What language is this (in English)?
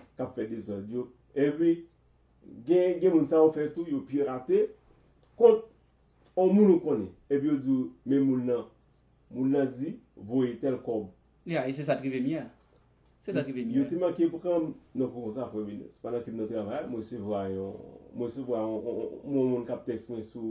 Haitian Creole